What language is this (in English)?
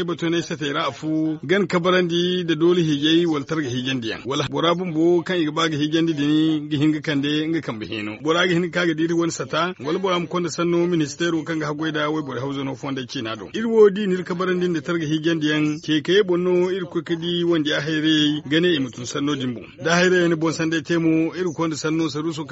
Zarma